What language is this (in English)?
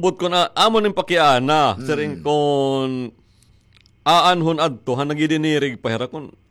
Waray